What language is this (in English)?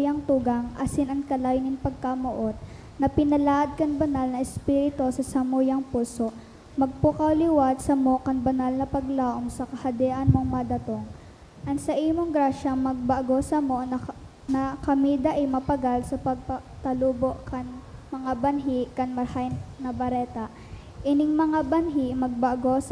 Bikol